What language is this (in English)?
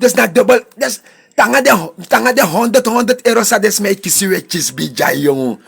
Sranan Tongo